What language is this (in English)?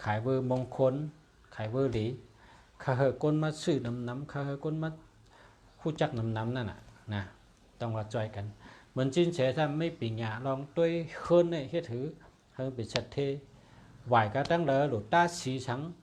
Shan